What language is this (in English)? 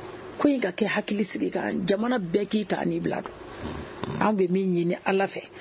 Bambara